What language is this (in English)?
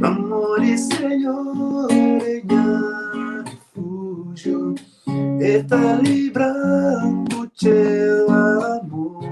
Kabuverdianu